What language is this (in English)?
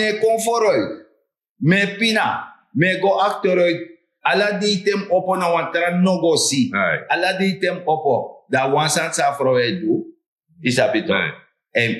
Sranan Tongo